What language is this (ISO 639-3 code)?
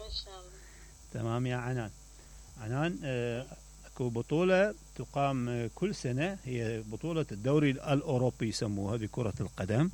acm